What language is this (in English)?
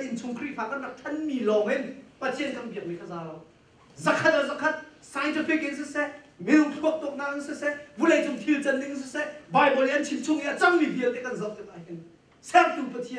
Hakha Chin